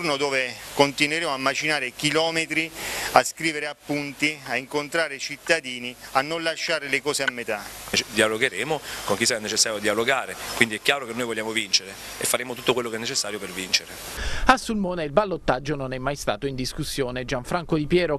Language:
Italian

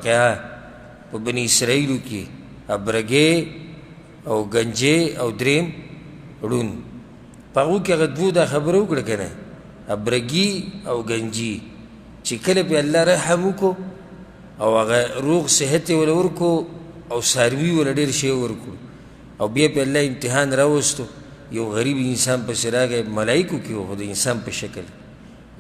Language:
Pashto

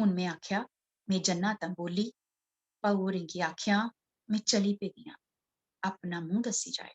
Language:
Dogri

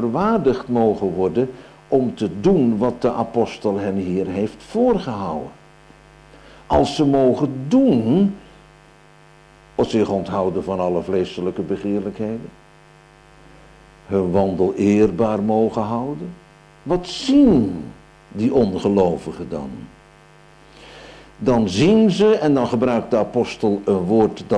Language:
Dutch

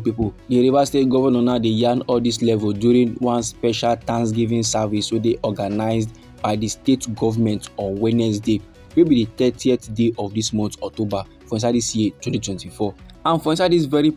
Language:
Nigerian Pidgin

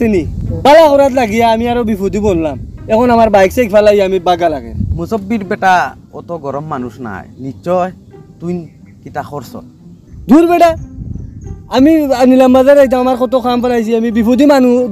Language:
Sylheti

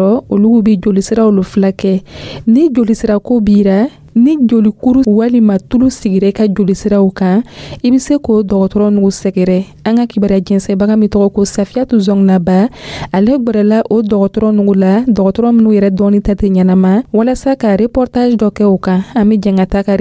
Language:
Dyula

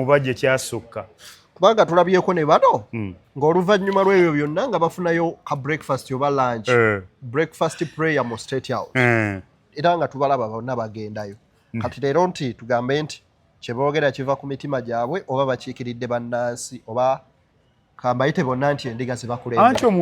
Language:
Ganda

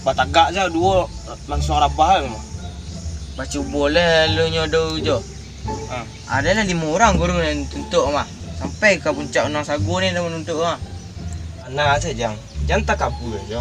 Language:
Minangkabau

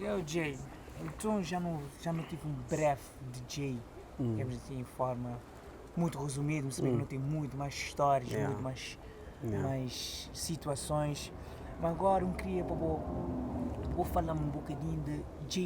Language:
Kabuverdianu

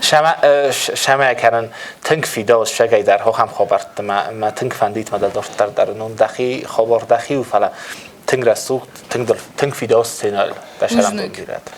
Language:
Ossetic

